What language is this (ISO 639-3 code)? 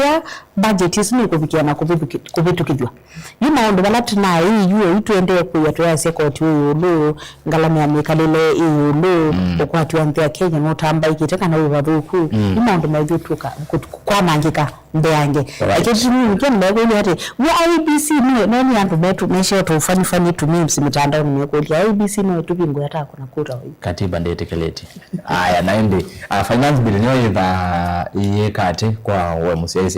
kam